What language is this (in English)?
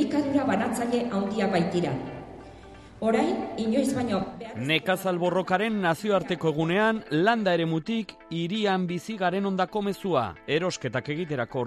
Basque